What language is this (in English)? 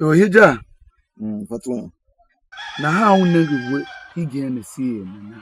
Tiv